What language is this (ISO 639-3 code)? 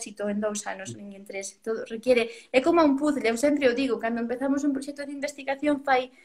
glg